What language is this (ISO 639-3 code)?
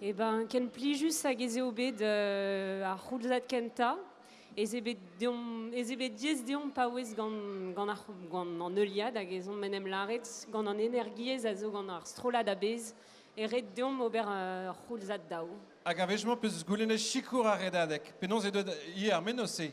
bre